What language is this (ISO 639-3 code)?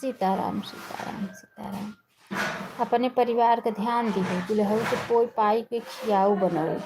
awa